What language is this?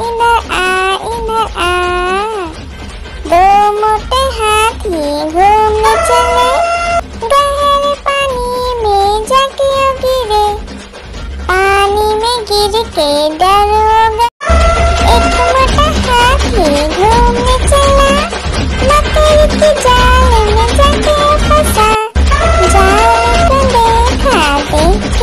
Hindi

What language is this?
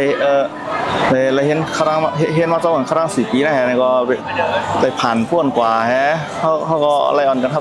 Shan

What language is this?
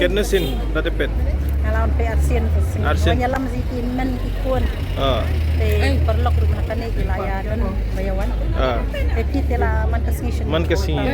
Khasi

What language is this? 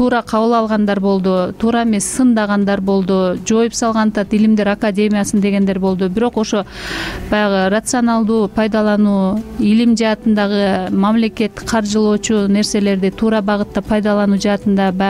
Kyrgyz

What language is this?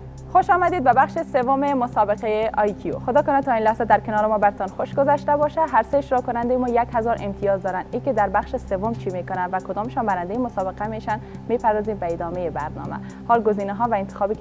Persian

